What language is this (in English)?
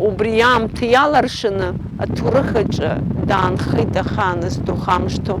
Abkhazian